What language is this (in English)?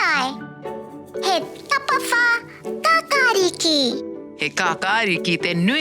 Māori